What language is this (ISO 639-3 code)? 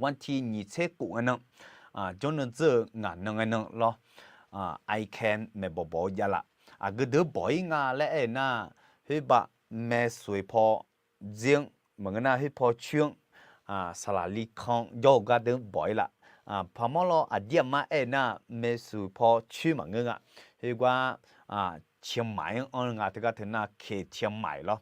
ahk